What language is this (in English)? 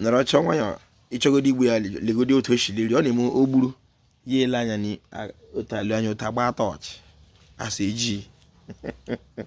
Igbo